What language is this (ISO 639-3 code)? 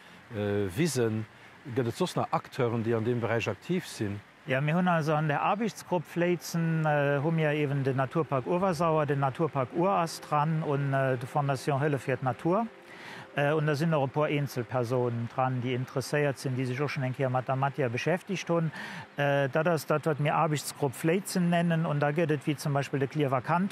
ltz